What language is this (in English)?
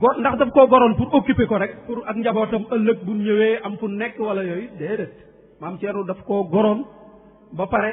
Wolof